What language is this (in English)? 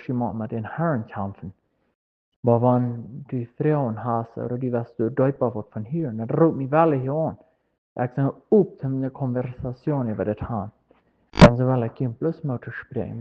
Plautdietsch